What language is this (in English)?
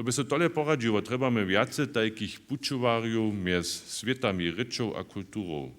Upper Sorbian